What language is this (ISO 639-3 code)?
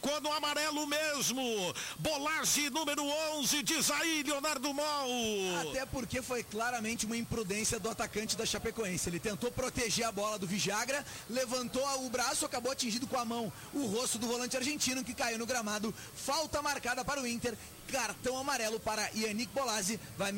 por